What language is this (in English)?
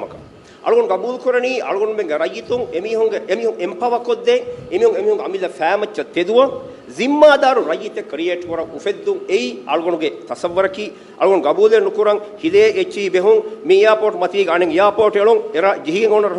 Divehi